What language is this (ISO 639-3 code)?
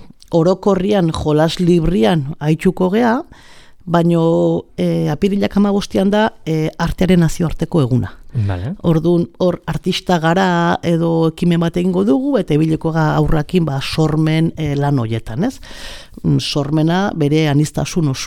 eus